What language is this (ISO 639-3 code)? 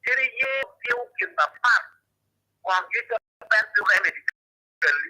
ach